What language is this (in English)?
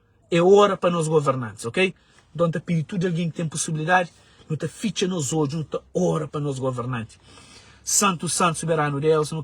Kabuverdianu